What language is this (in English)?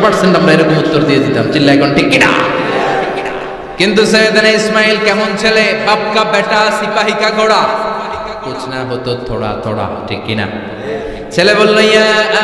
Bangla